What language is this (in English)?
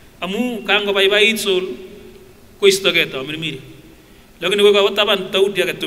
Kipsigis